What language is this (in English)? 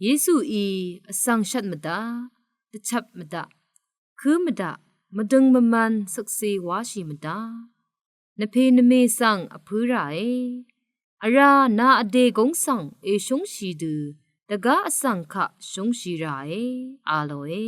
Rawang